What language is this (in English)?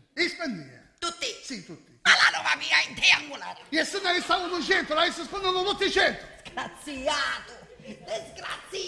Sicilian